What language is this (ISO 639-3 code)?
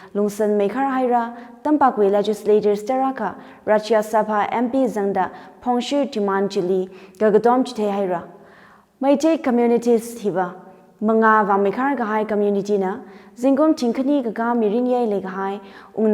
nmf